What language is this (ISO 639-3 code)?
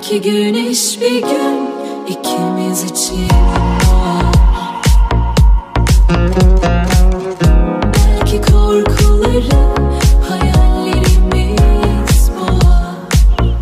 tur